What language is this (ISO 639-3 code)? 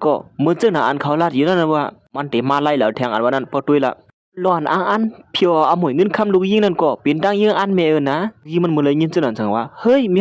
shn